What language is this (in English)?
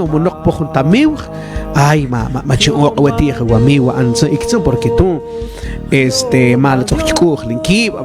Mam